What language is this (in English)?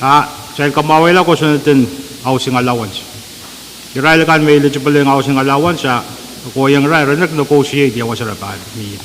Pohnpeian